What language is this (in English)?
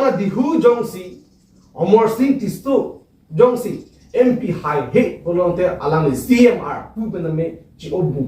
Karbi